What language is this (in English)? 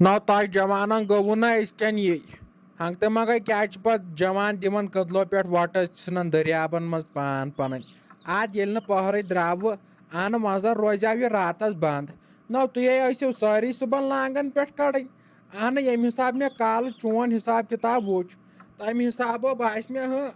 Kashmiri